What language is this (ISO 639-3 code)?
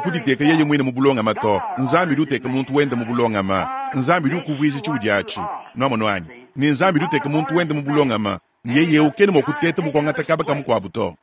lua